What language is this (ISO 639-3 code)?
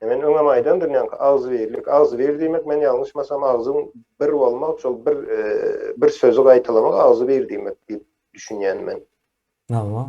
tuk